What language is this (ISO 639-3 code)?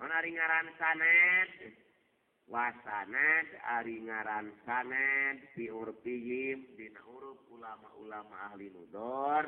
sun